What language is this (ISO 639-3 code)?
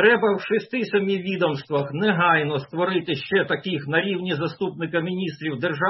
ukr